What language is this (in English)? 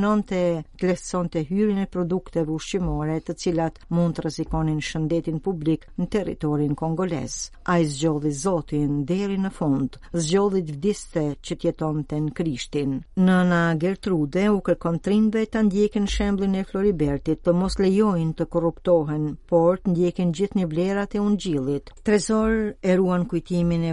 Albanian